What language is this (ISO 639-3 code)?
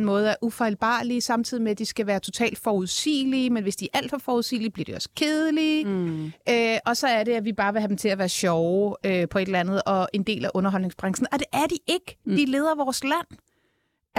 dan